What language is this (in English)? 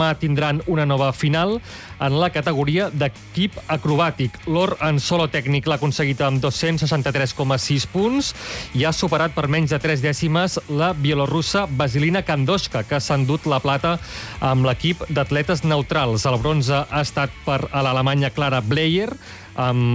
Catalan